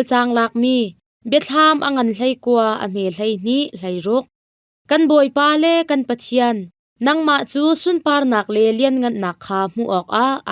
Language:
Hakha Chin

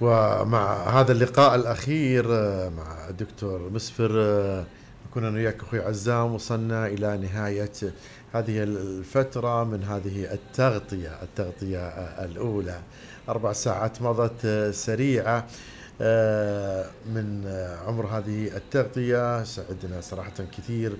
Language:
Najdi Arabic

